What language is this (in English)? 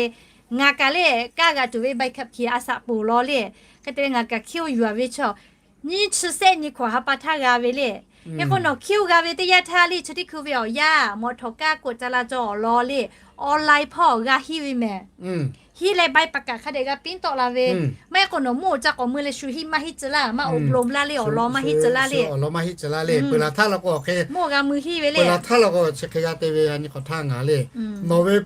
Lahu